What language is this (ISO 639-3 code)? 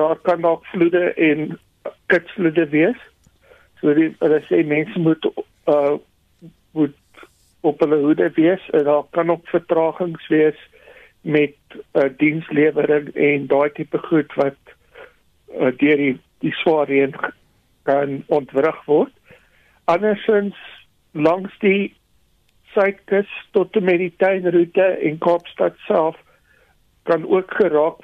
afr